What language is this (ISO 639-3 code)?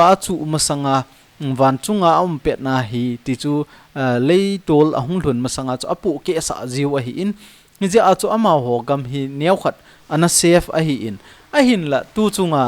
tcz